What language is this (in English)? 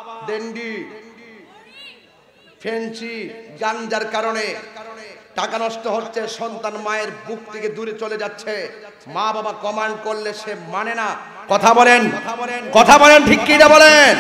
Bangla